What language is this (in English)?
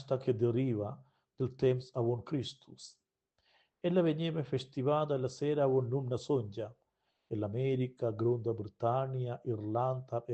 Romansh